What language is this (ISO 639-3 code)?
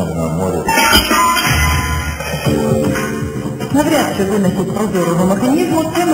ukr